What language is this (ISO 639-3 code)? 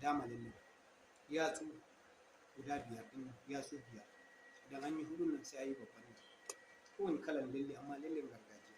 hau